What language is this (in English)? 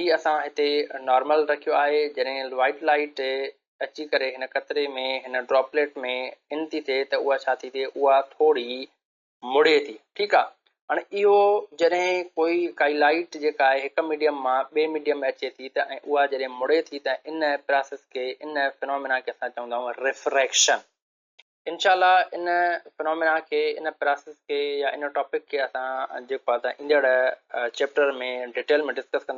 Sindhi